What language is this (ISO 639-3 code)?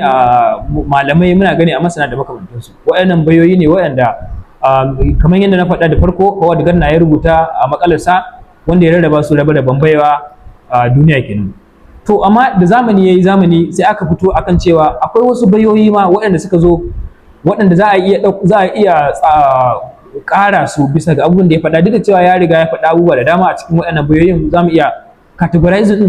hau